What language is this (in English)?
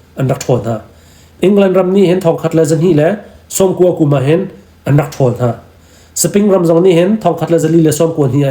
Hakha Chin